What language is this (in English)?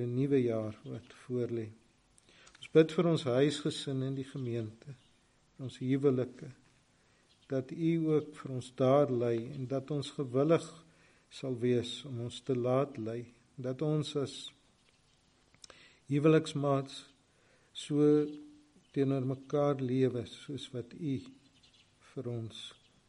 Afrikaans